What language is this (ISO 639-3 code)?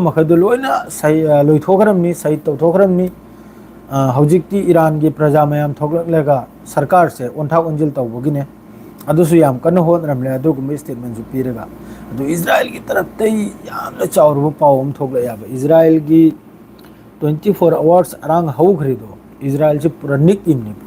mni